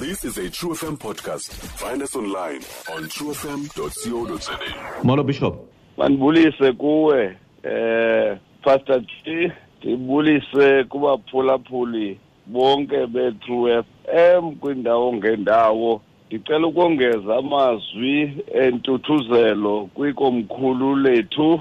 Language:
Xhosa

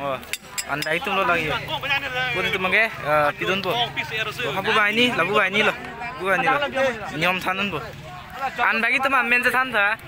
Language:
Karbi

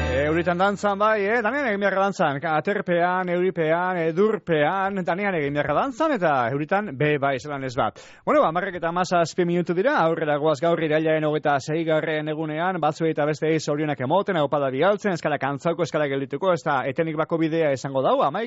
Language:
Basque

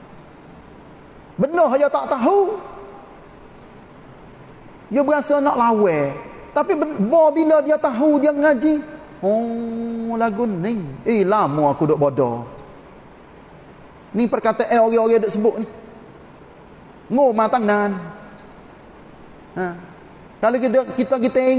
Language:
Malay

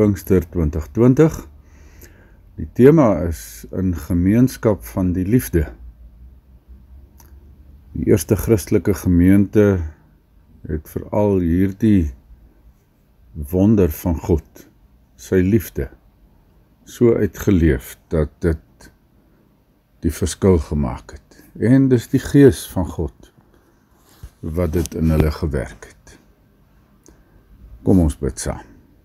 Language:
Afrikaans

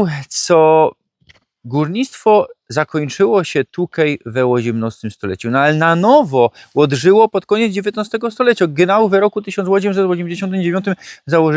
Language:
Silesian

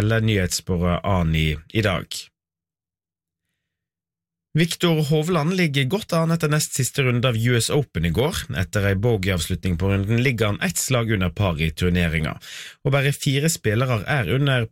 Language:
Norwegian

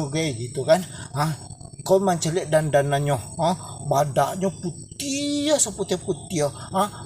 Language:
Minangkabau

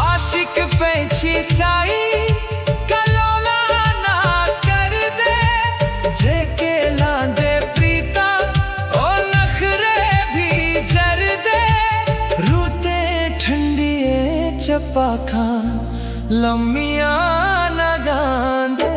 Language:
Dogri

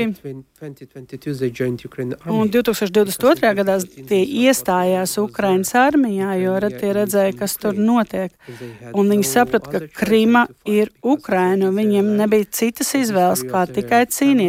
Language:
Latvian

